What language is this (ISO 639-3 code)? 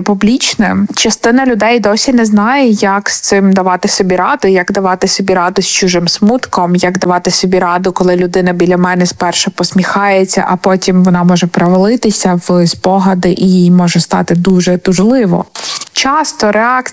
ukr